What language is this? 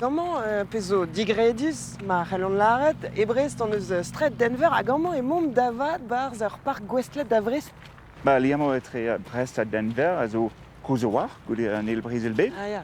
Breton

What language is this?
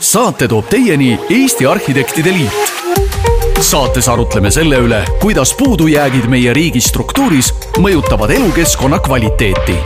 Estonian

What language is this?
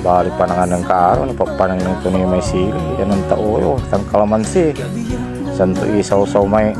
Pangasinan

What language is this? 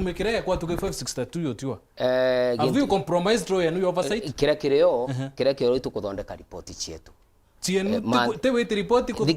Meru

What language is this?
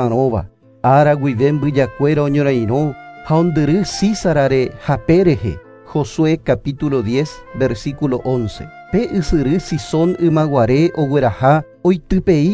Guarani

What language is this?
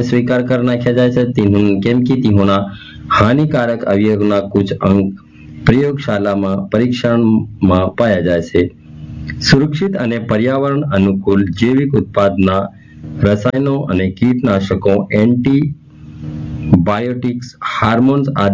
Gujarati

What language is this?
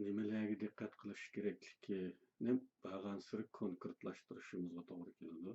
Uyghur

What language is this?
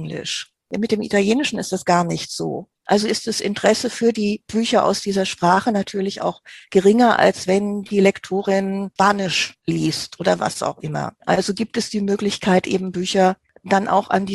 German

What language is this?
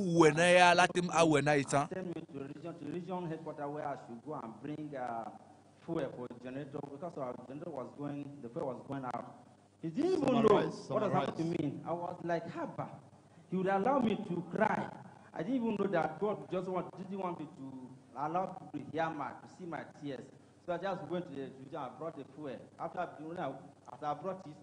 Ewe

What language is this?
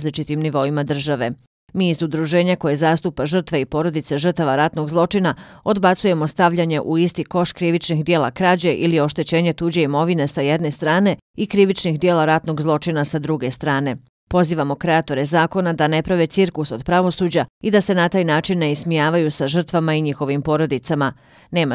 Bosnian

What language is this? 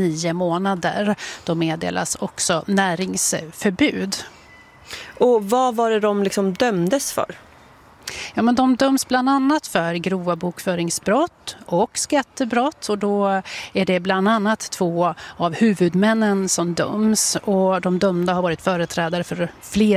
Swedish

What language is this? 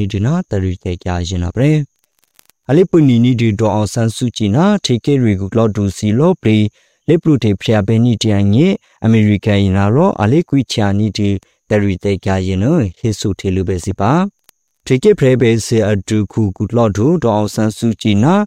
Burmese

